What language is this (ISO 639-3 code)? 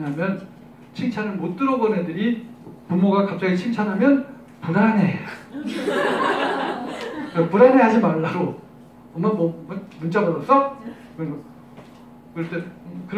kor